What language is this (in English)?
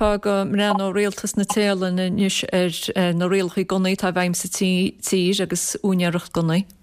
Irish